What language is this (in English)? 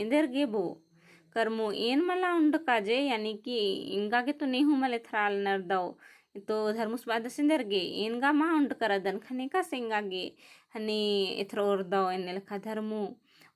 Kurukh